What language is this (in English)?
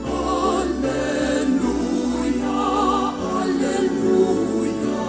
Bikol